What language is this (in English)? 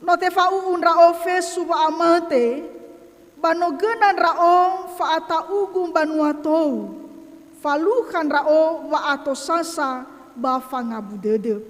Nias